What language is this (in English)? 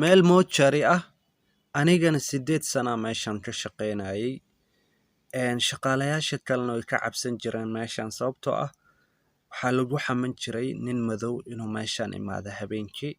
Somali